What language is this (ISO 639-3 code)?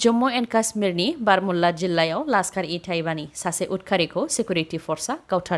brx